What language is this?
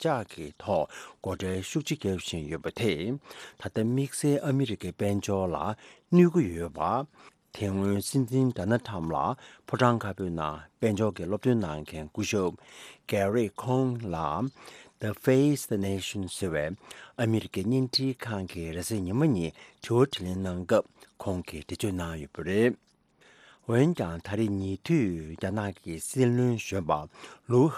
Tibetan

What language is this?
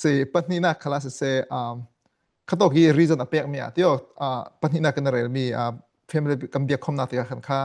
Falam Chin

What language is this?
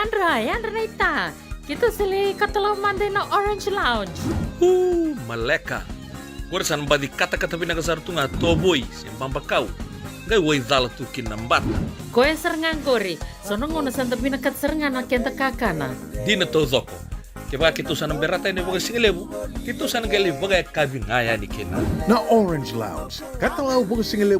Fijian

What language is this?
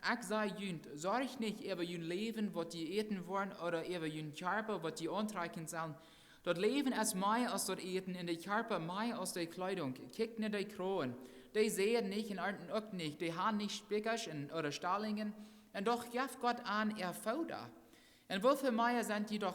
Plautdietsch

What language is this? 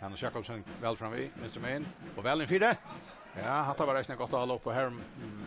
Faroese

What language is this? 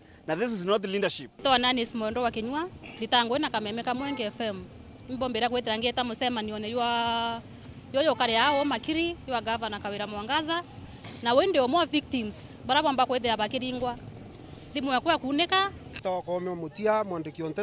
Meru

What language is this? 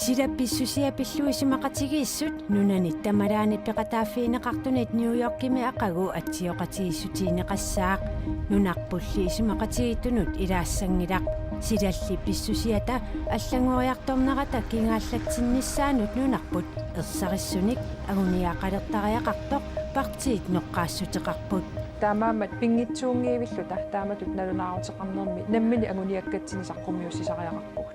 Kalaallisut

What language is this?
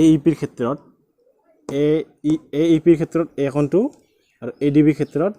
Assamese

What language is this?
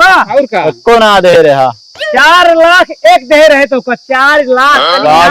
Awadhi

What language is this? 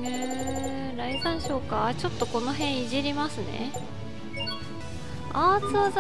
Japanese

